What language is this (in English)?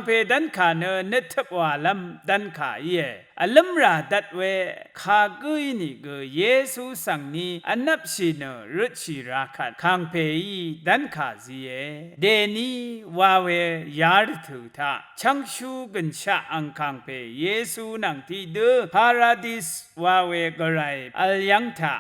Rawang